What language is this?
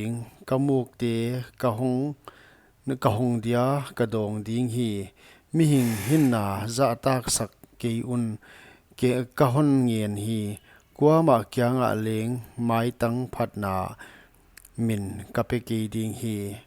Paite Chin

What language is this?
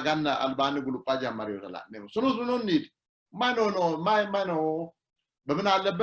Sidamo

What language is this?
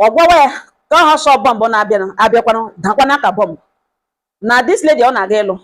Igbo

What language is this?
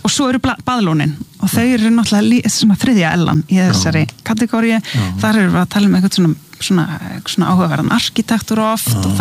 Icelandic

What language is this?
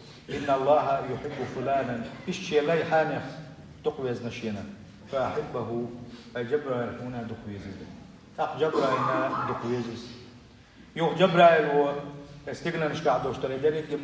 Chechen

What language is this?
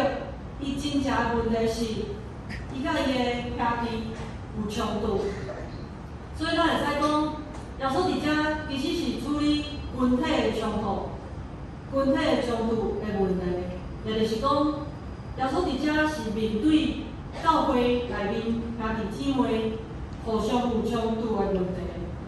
Min Nan Chinese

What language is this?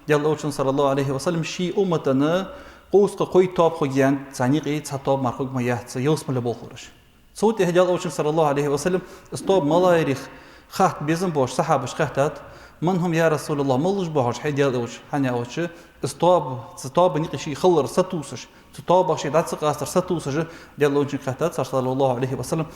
Ingush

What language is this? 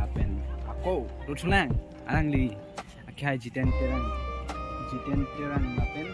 Karbi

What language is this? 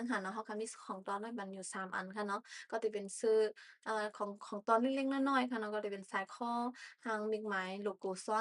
Shan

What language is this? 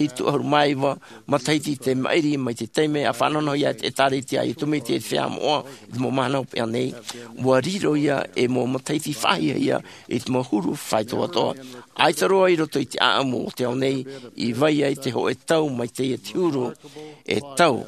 Tahitian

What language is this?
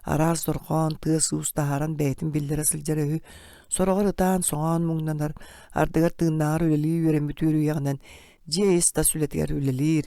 Yakut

